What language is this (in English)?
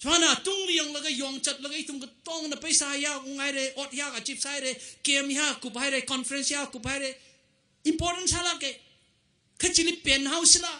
Tangkhul Naga (India)